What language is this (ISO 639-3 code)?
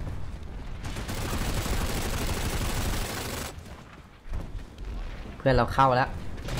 tha